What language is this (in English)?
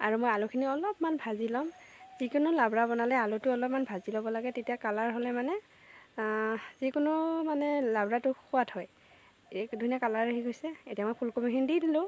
Assamese